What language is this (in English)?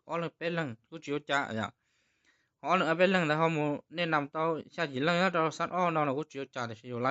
Hmong